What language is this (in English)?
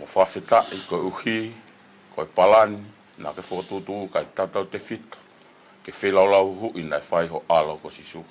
Tongan